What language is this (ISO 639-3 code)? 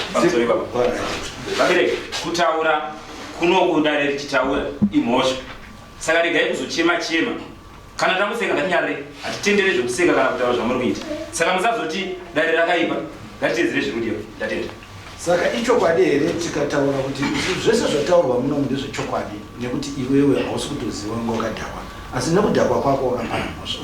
sna